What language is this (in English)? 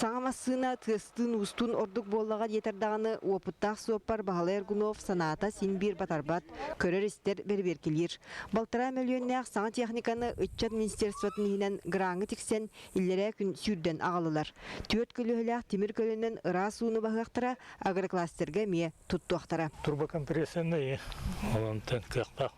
Yakut